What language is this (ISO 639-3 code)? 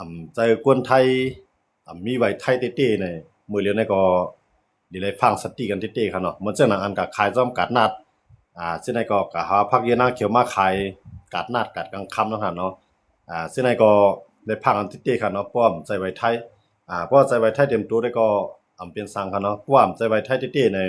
shn